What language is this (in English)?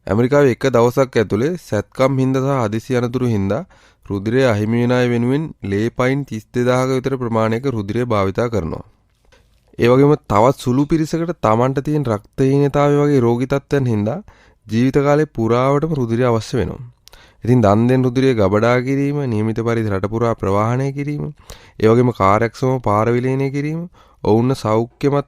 Sinhala